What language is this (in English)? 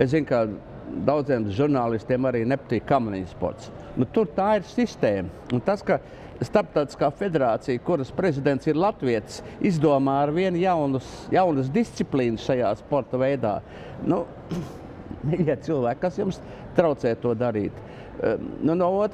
Latvian